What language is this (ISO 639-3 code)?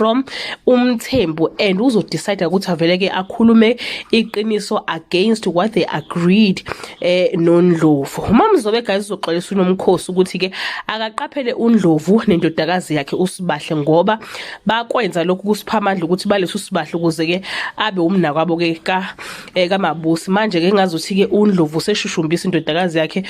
zul